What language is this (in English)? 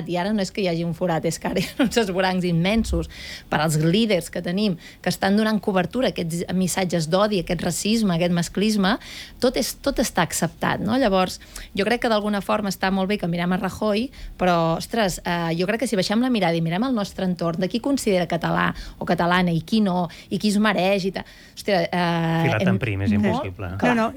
Catalan